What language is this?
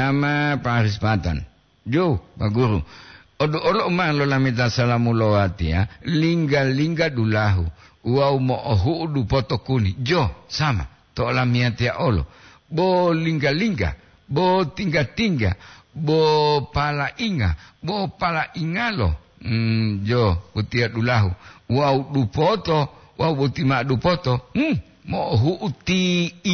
Gorontalo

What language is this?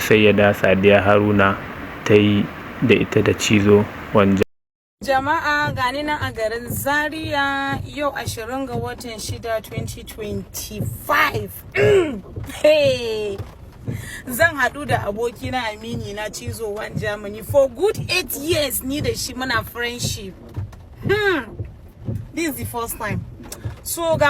Hausa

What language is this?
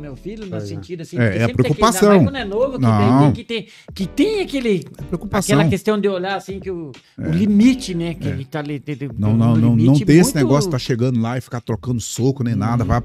Portuguese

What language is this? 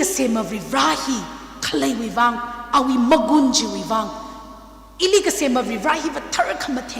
Tangkhul Naga (India)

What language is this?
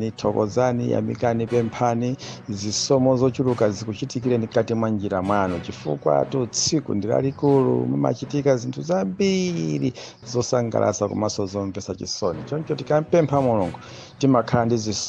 Nyanja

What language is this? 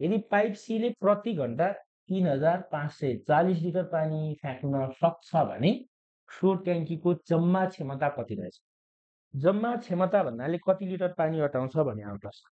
Nepali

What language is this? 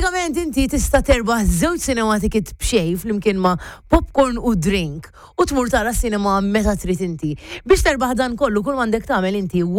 Maltese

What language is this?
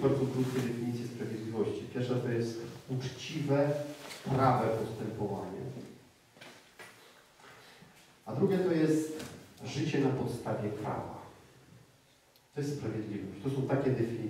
Polish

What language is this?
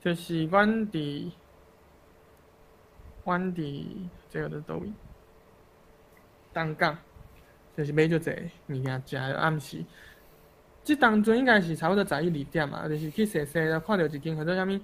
Min Nan Chinese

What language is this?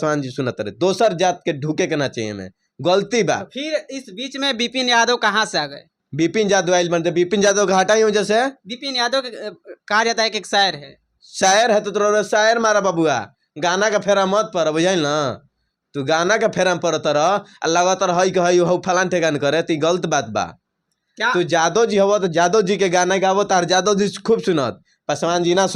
Bhojpuri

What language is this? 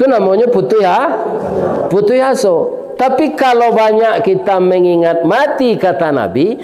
Minangkabau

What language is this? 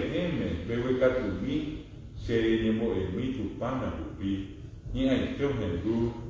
Guarani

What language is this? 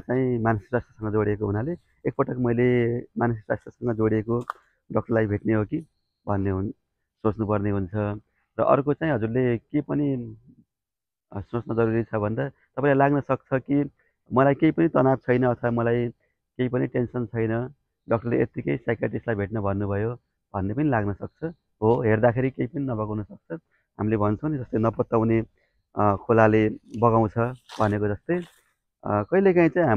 Nepali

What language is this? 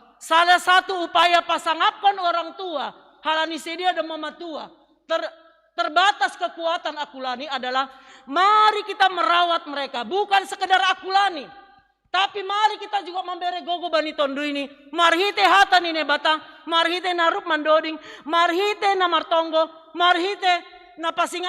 Batak Simalungun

